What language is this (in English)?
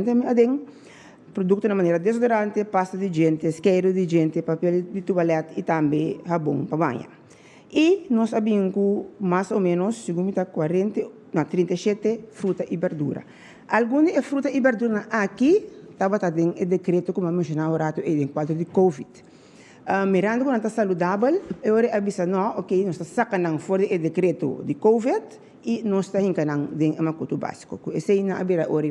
Papiamento